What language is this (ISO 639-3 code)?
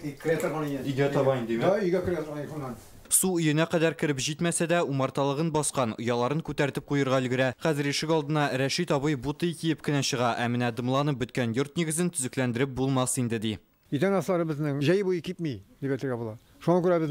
tat